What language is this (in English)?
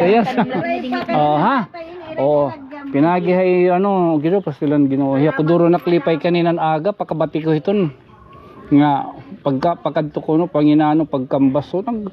Waray